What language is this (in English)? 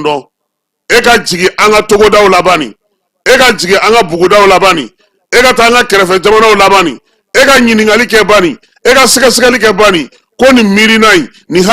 Bambara